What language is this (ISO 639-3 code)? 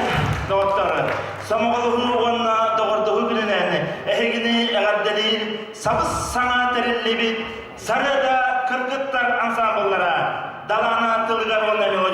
sah